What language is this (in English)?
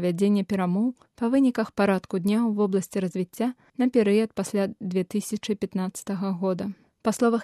Belarusian